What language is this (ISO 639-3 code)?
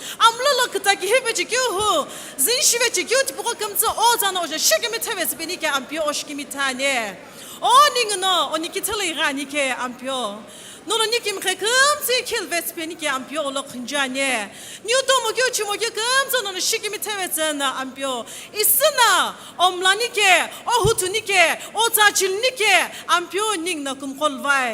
nsm